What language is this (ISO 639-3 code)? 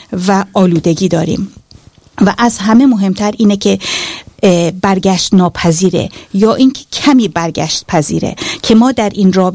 fas